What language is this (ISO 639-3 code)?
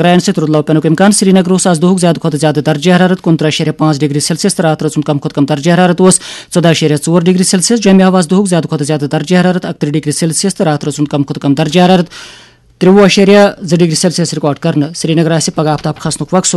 kas